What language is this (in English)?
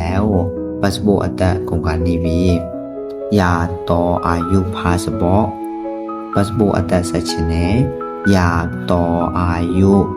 Lao